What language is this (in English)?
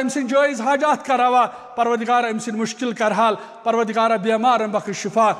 Kashmiri